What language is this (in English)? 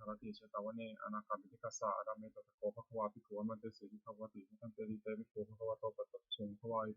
Pali